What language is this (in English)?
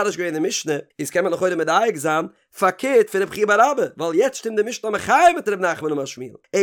Yiddish